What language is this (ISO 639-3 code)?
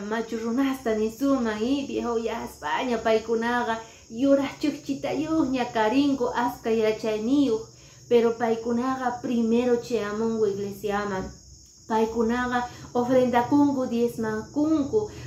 que